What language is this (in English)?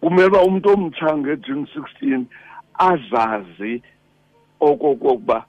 Xhosa